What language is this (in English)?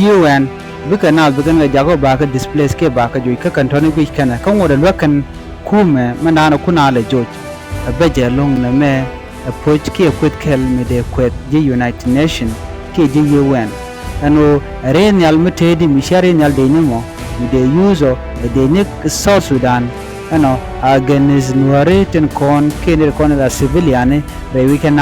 Nuer